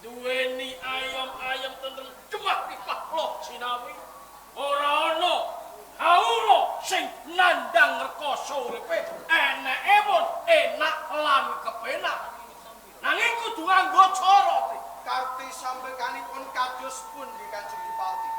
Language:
Javanese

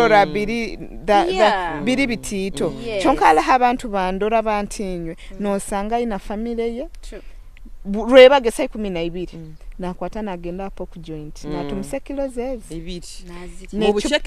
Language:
Nyoro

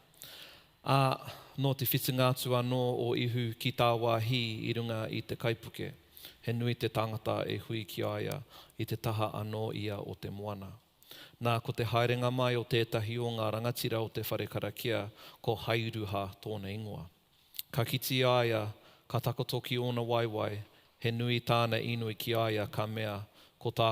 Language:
Māori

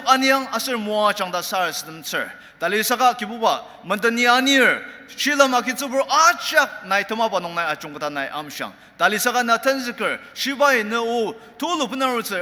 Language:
Ao Naga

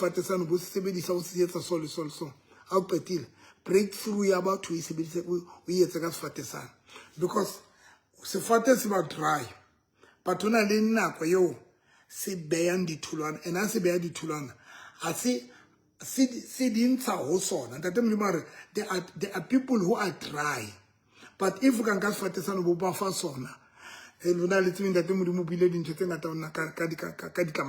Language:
Southern Sotho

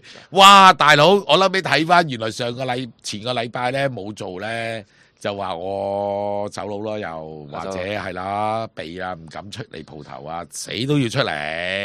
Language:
Cantonese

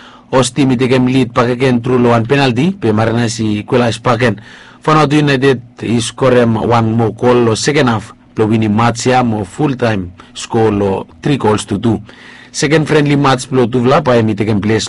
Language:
Bislama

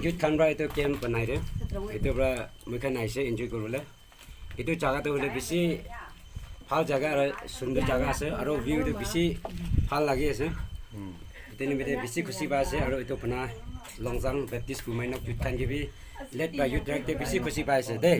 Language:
Naga Pidgin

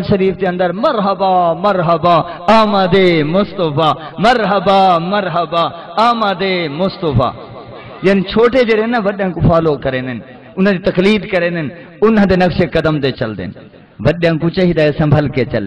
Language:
Saraiki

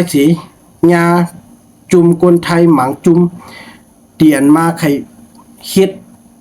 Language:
Shan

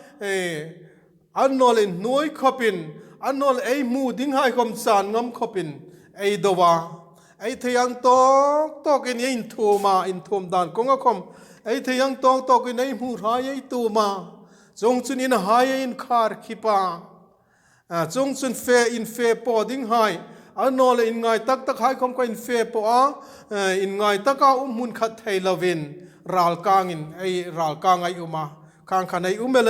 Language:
Hmar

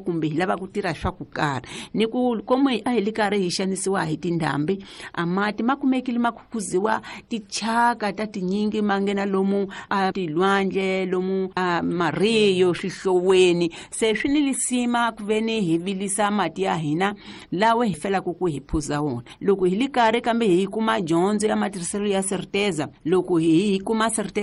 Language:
Tsonga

